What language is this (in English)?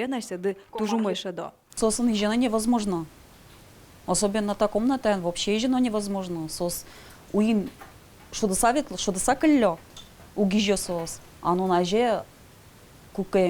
Udmurt